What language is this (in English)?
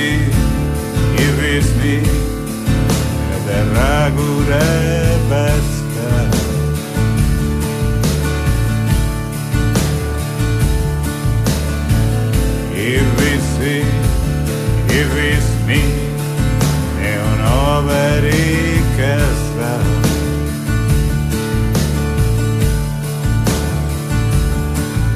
Basque